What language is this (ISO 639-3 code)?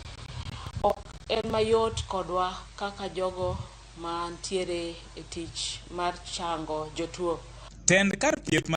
luo